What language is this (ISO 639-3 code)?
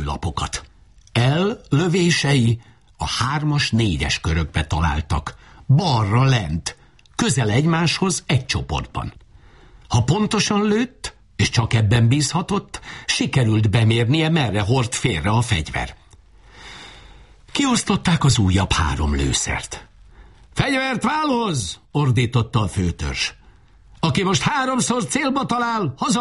hun